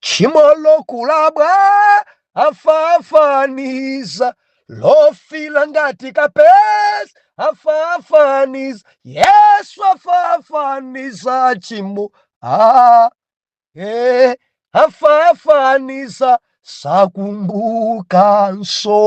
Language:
Nyanja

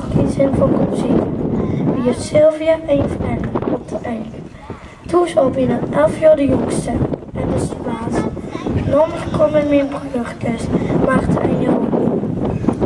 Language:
Dutch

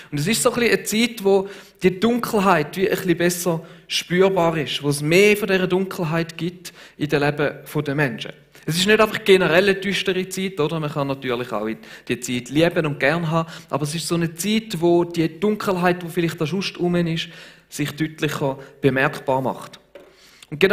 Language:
Swiss German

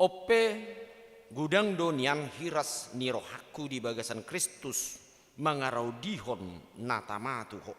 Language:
Batak Toba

